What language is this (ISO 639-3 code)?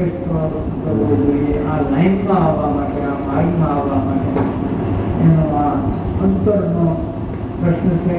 guj